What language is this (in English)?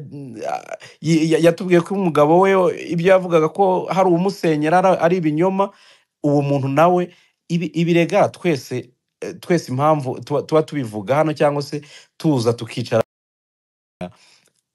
Kinyarwanda